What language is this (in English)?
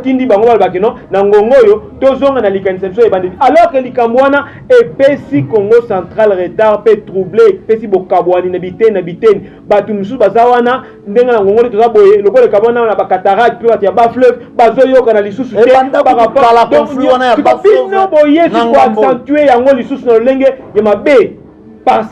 Lingala